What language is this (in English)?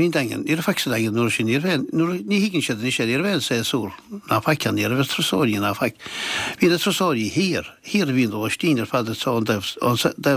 Irish